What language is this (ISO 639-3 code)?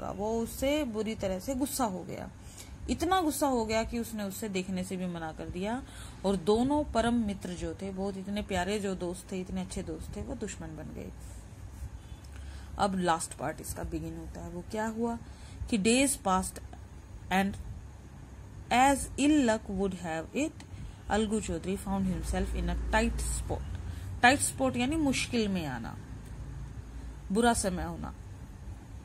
hin